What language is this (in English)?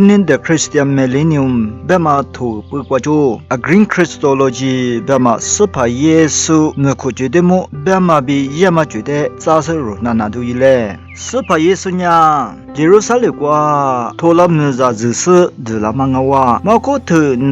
Lisu